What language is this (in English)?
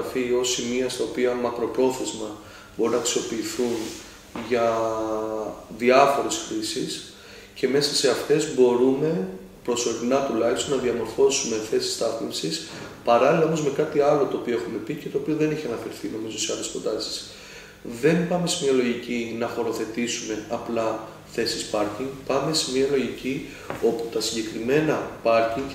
Greek